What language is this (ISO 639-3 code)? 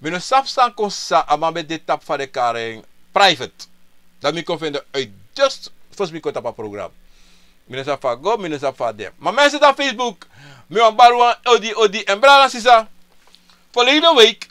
srn